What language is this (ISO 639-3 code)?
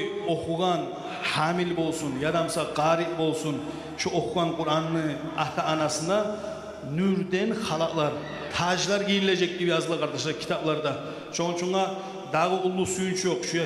kum